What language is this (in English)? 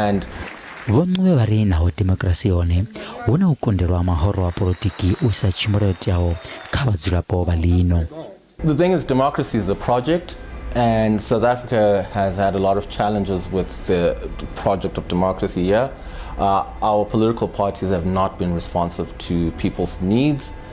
Venda